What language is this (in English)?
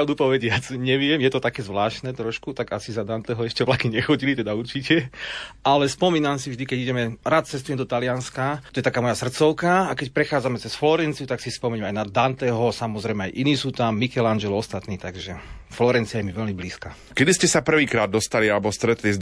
Slovak